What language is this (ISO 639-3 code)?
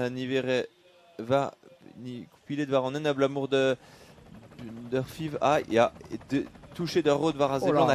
bre